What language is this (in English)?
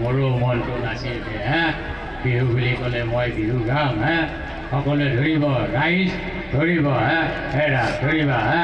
Assamese